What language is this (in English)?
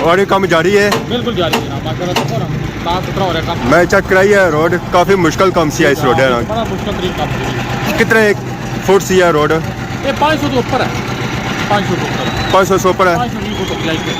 Pahari-Potwari